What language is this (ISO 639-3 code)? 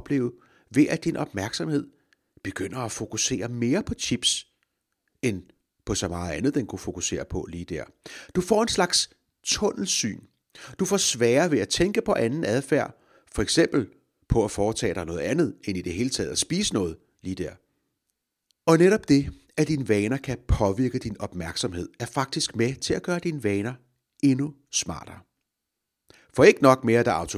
dan